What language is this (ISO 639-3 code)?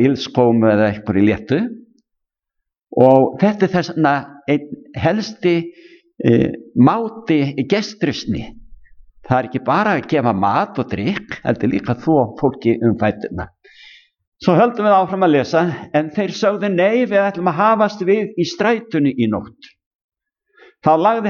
isl